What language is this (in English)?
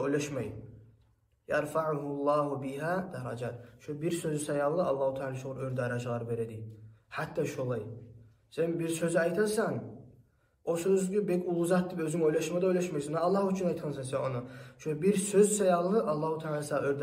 Kumyk